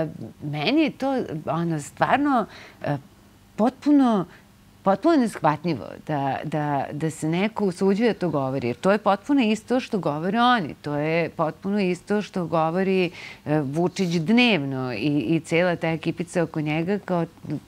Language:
Serbian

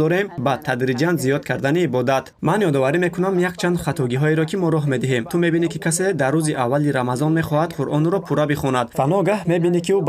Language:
Tajik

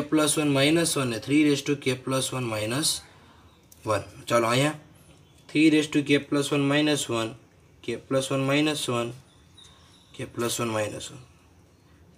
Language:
Gujarati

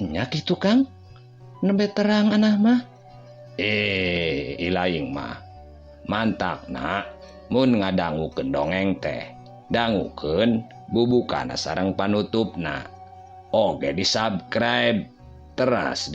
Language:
Sundanese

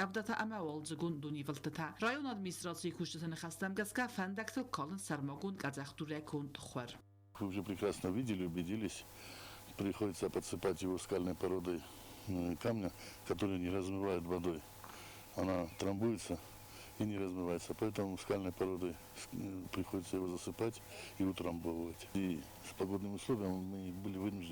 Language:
Ossetic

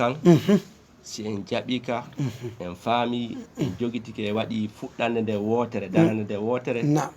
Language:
Fula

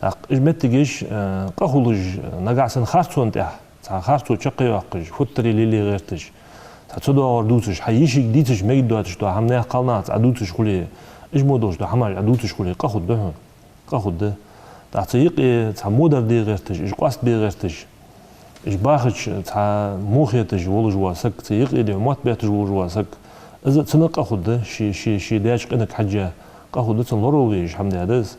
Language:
Ingush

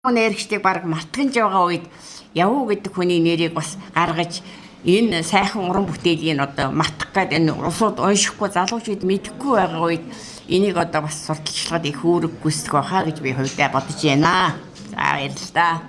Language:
Mongolian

